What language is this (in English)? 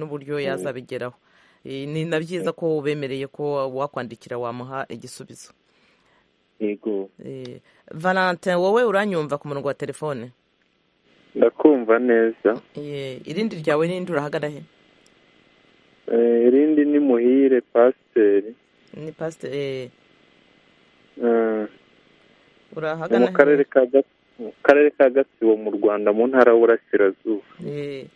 Kinyarwanda